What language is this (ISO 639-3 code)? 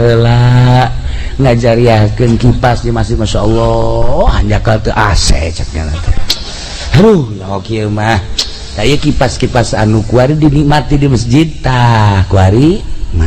sun